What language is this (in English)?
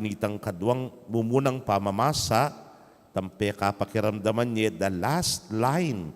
Pampanga